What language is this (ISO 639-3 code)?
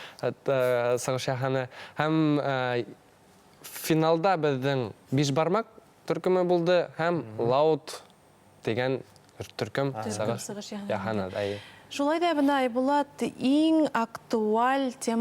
bak